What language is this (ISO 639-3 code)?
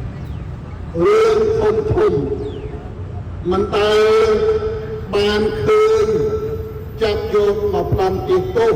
khm